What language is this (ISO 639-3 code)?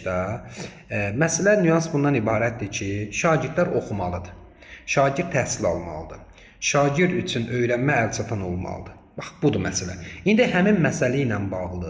aze